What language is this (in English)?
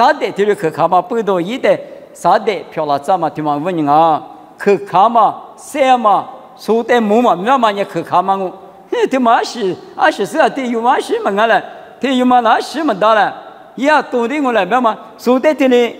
Lisu